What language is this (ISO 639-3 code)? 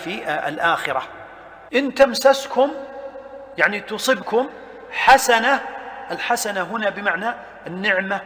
ara